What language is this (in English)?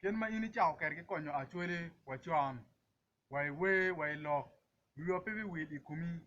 Acoli